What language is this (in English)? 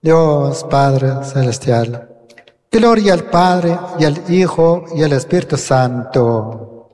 Kʼicheʼ